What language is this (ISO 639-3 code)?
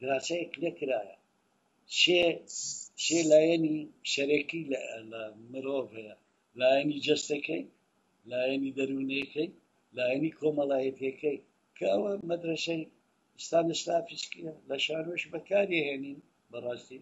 ckb